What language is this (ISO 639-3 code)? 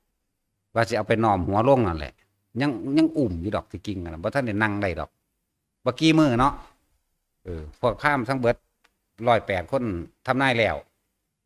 tts